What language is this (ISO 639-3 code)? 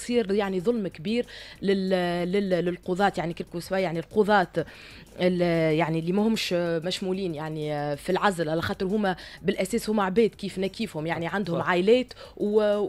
aeb